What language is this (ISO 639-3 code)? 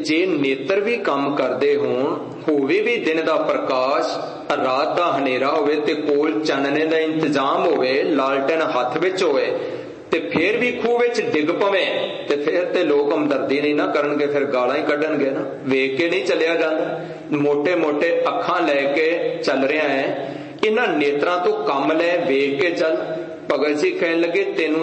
pan